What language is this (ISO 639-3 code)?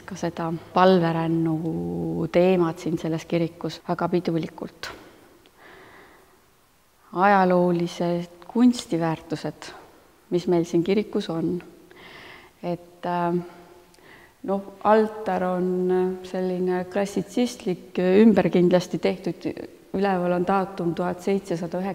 est